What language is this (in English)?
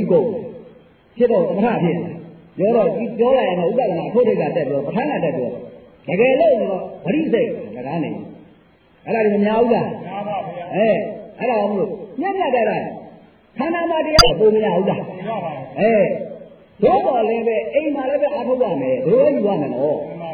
Burmese